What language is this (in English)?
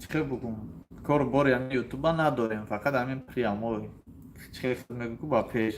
Tajik